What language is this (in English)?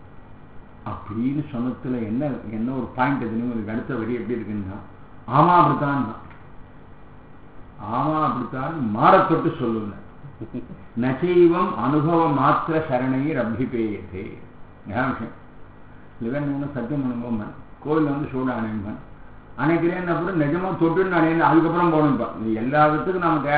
Tamil